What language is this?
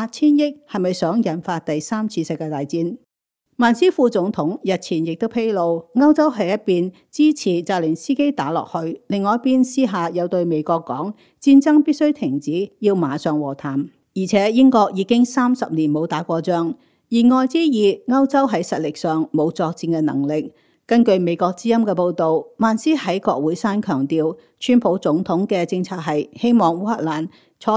Cantonese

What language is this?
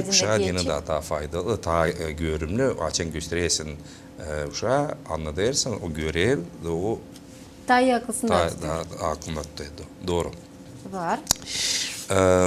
Gagauz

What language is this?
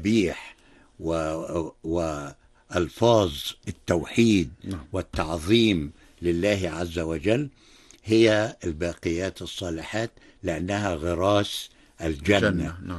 Arabic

